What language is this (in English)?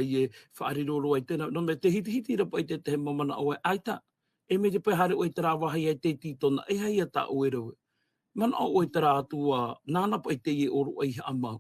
Tahitian